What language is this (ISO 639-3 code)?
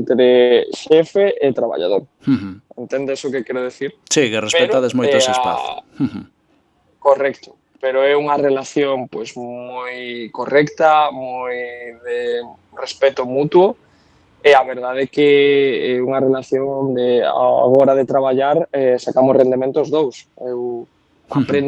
glg